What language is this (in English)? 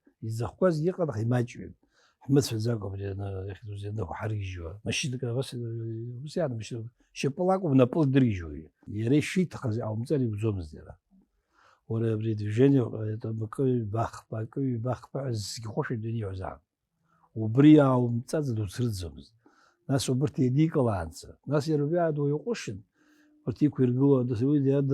Abkhazian